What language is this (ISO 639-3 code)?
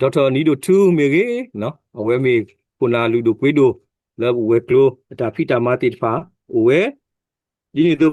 ksw